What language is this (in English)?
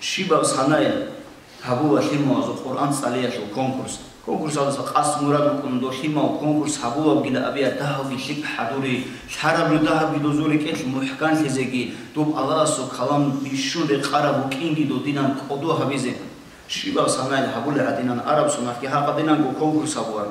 Avaric